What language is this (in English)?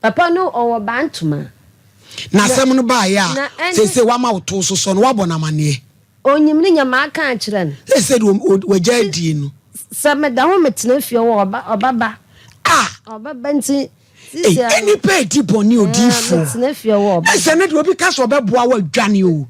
Akan